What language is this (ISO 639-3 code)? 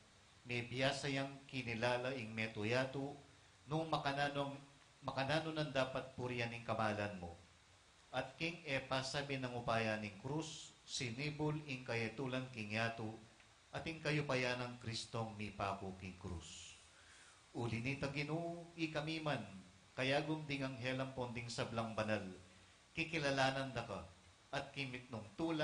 pam